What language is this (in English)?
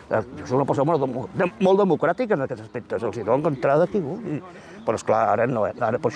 Catalan